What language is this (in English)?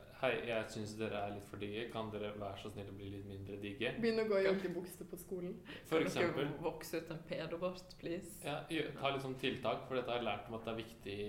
Norwegian